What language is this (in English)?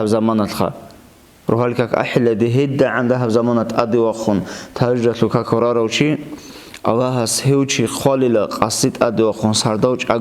Avaric